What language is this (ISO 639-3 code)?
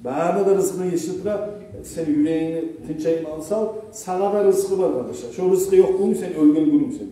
kum